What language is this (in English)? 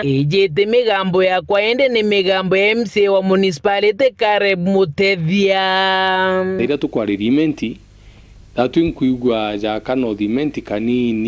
Meru